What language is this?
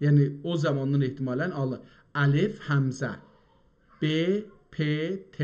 South Azerbaijani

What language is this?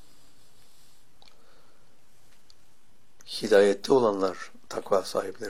Turkish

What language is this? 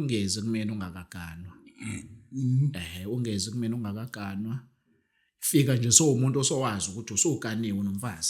Zulu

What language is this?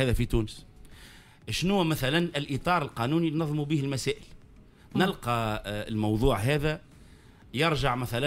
Tunisian Arabic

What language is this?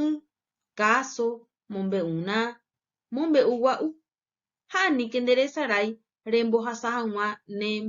Guarani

